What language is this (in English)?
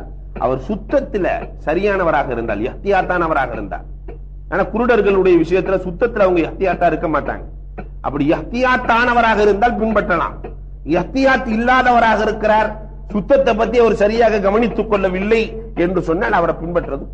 Tamil